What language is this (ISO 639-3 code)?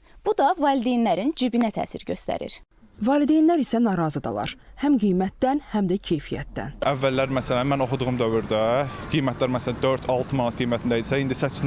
aze